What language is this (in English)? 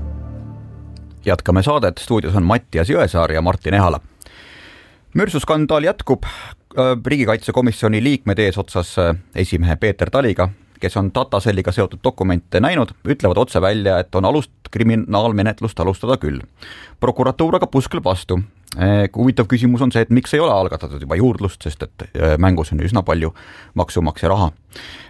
Estonian